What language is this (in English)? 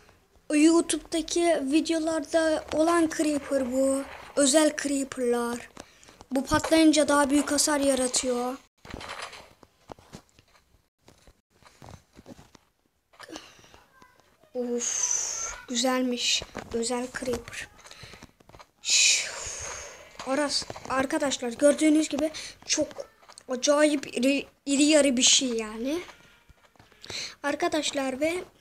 Turkish